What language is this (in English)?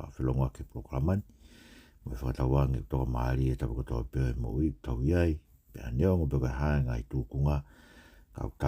Tongan